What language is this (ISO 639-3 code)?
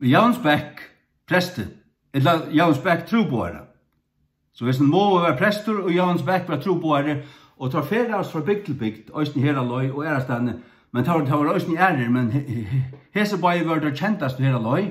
fao